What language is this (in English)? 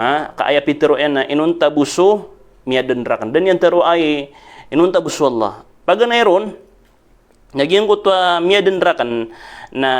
Maranao